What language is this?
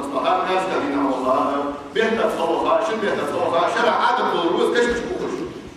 Ingush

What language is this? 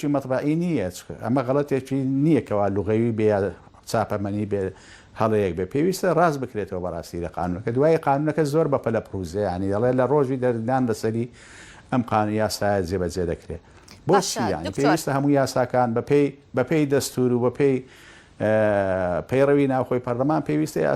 Central Kurdish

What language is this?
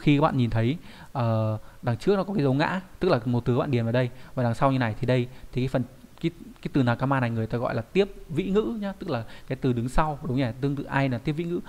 Vietnamese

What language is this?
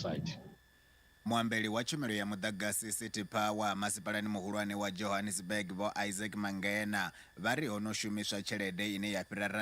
Venda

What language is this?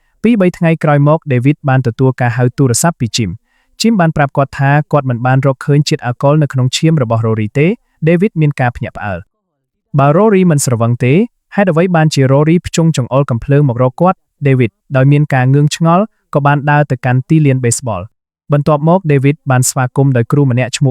Khmer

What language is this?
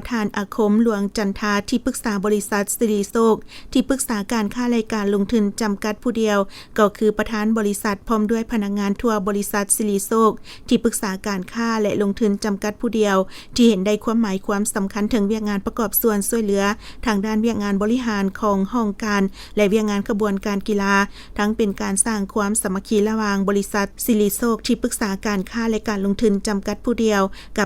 Lao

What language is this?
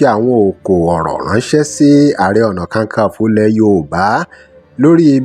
Yoruba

